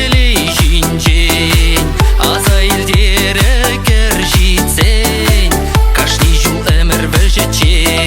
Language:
Chuvash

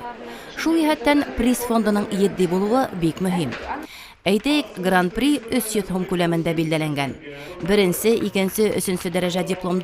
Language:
Bashkir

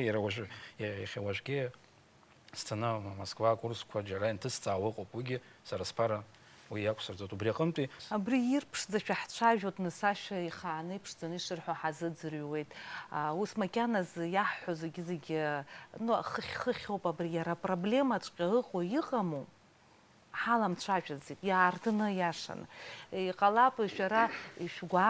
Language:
Abkhazian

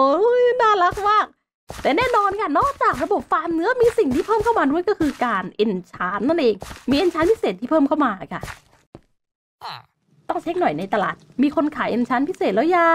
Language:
Thai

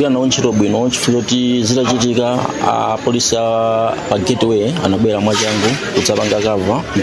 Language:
Nyanja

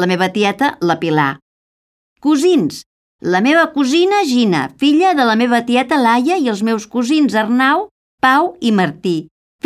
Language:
Catalan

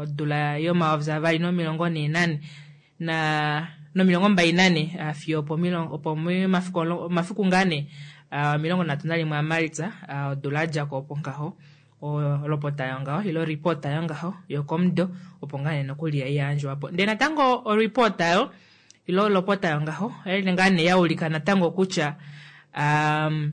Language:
Kuanyama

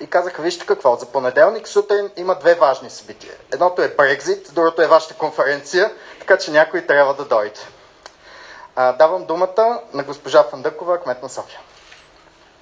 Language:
Bulgarian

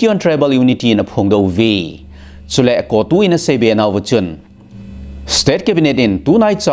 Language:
Thado Chin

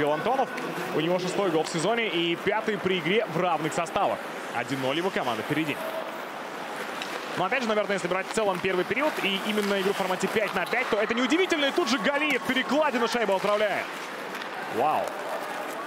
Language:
Russian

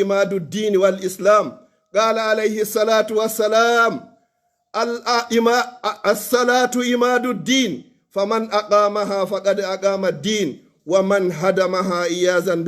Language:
Pular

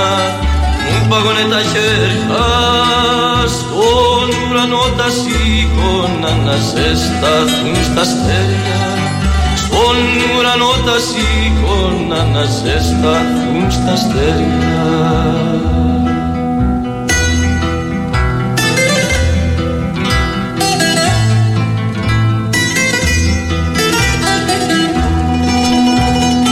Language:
Greek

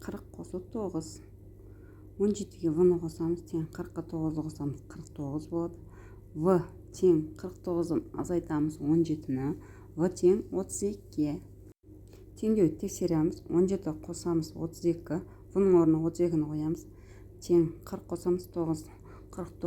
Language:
Kazakh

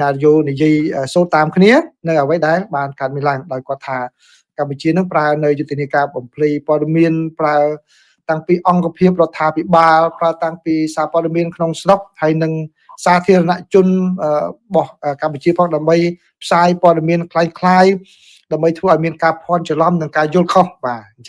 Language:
Khmer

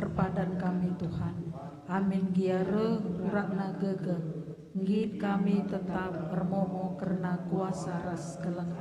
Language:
Batak Karo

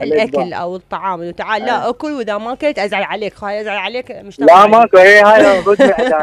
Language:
Mesopotamian Arabic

